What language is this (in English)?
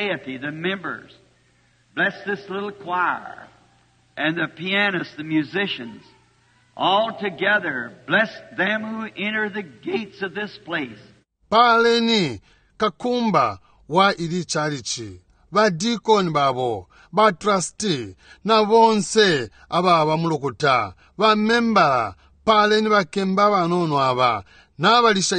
Bemba